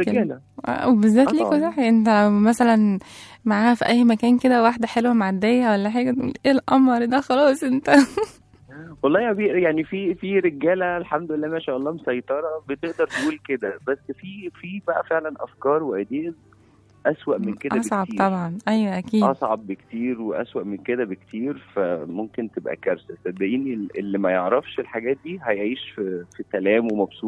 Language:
Egyptian Arabic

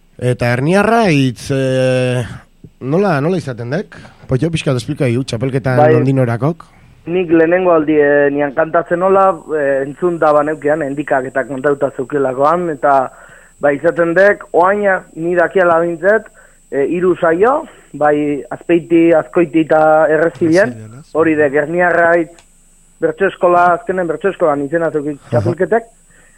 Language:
Basque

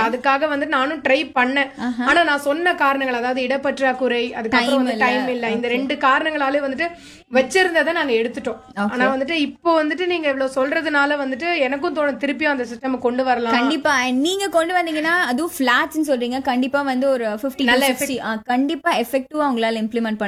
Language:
Tamil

